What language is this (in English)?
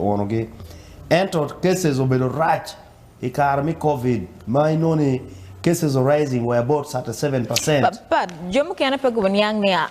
Acoli